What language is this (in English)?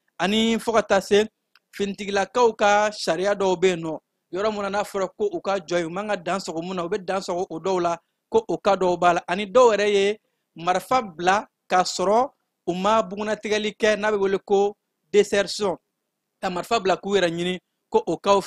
Bambara